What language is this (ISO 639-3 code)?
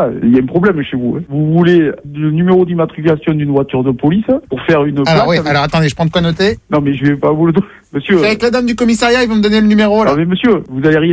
fra